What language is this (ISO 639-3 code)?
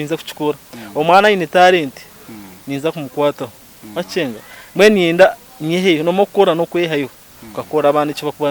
nyn